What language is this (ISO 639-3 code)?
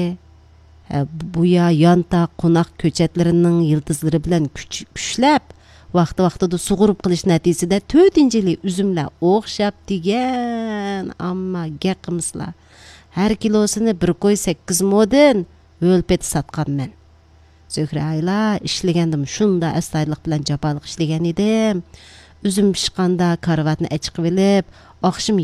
uig